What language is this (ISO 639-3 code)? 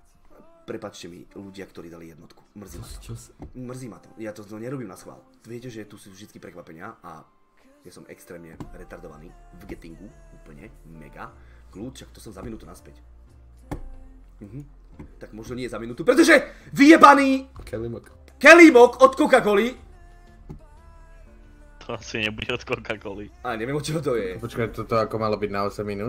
slk